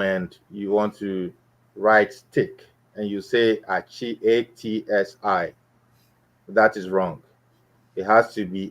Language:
Ewe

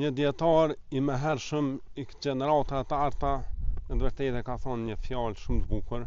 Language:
Albanian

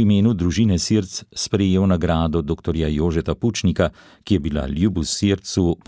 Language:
Slovenian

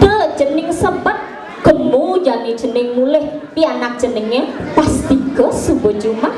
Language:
Balinese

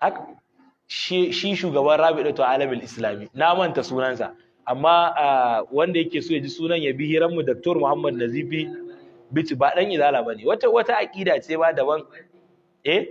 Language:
Hausa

